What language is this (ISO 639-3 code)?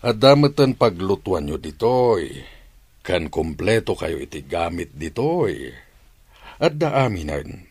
ilo